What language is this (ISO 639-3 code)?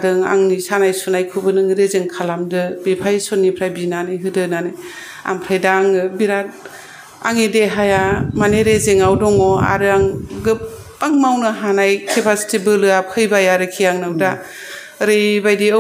brx